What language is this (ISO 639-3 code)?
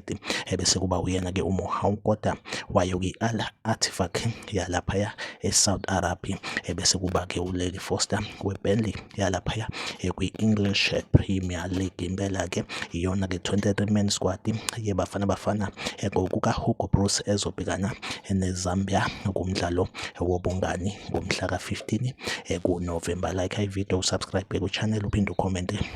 zul